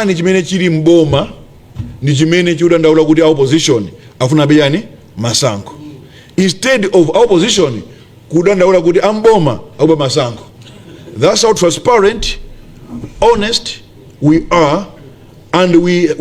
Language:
Nyanja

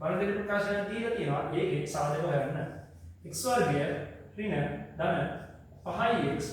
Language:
Sinhala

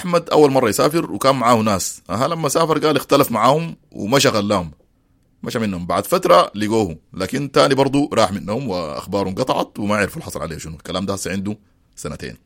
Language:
Sudanese Arabic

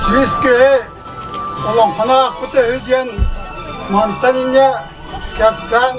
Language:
Yakut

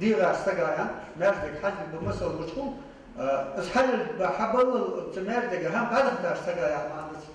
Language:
Ingush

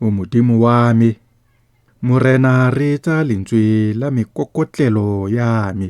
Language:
Tswana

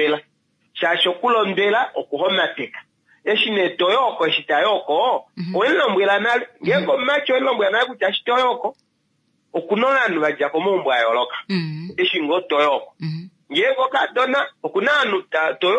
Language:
Kuanyama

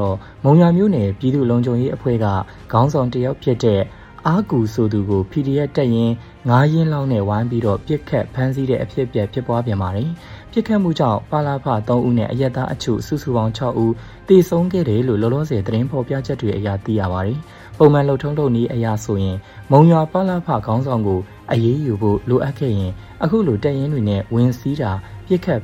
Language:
Burmese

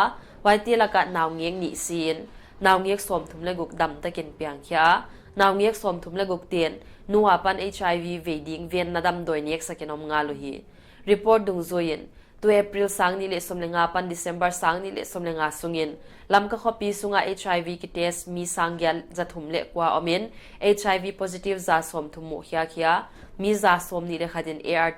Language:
Paite Chin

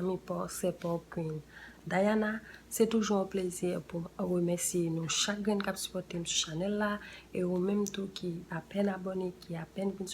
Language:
Haitian Creole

